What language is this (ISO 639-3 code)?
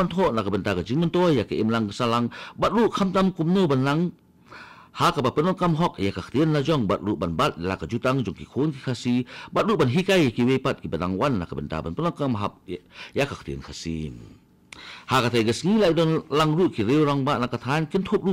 kha